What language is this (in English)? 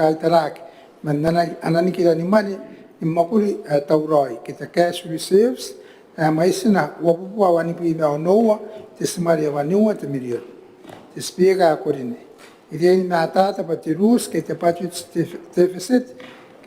Gilbertese